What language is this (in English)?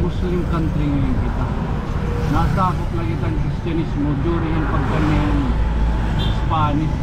Waray